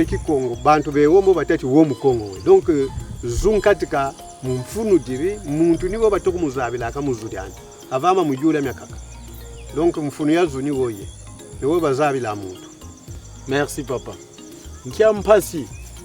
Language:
Kongo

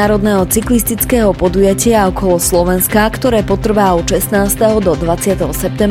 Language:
Slovak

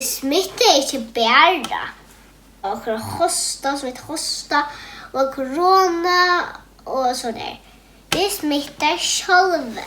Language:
Faroese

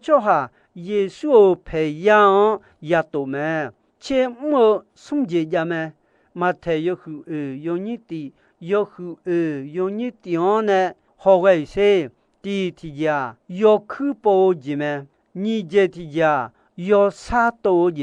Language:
Akha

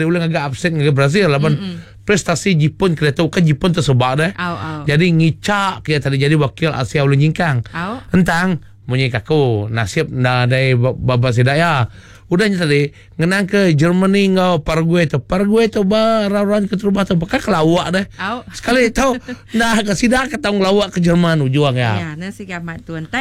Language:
Iban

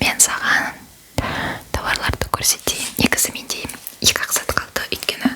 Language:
Kazakh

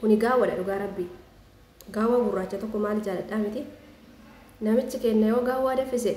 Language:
Oromo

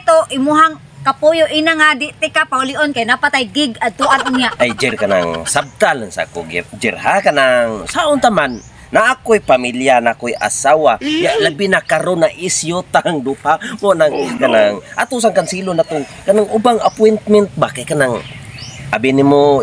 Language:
Cebuano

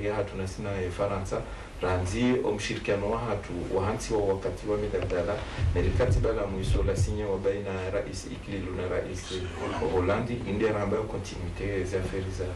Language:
Ngazidja Comorian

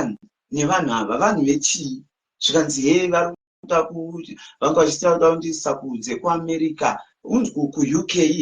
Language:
Shona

